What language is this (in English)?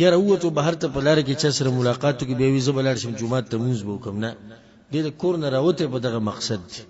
Pashto